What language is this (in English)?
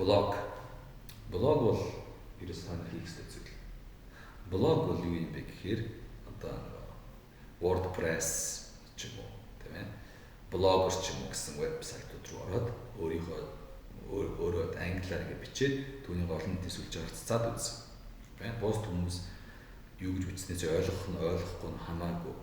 Mongolian